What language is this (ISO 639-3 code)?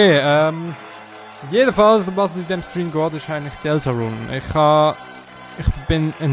gsw